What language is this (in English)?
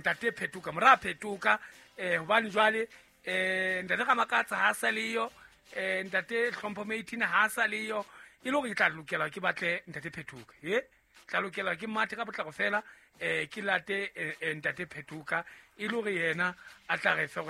Southern Sotho